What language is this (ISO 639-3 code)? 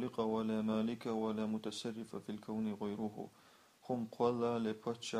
che